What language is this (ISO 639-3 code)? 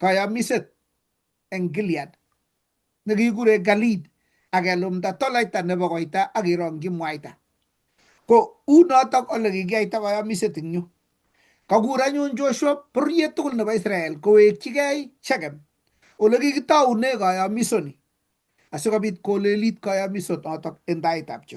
kln